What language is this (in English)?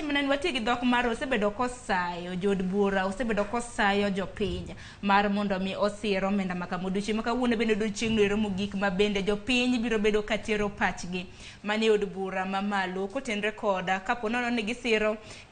Luo (Kenya and Tanzania)